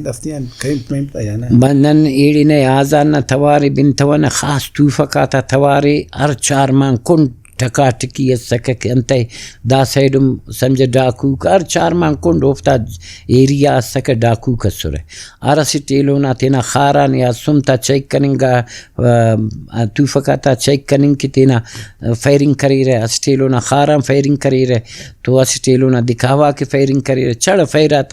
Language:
Brahui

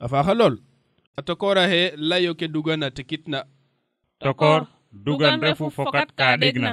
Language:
Serer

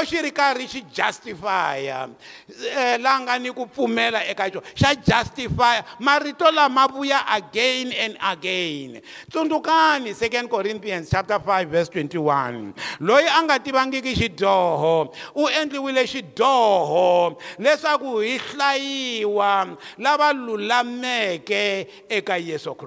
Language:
Tsonga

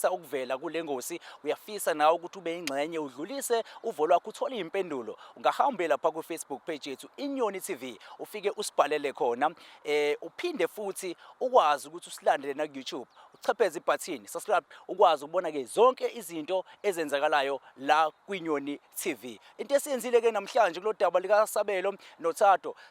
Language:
Zulu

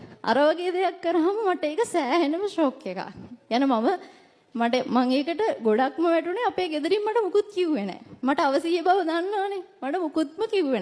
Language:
Sinhala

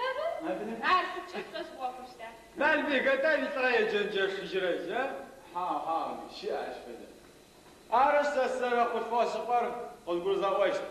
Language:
Adyghe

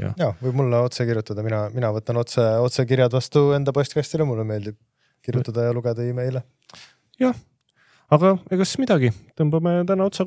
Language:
Estonian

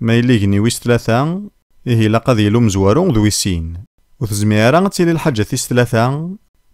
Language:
Kabyle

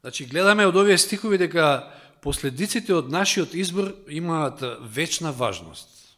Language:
Macedonian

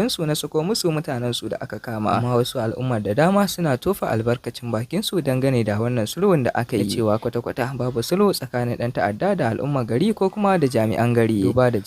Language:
Hausa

